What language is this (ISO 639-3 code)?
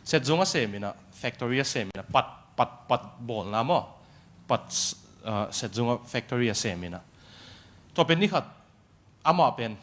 ctd